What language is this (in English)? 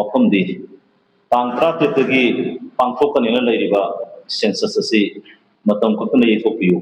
Manipuri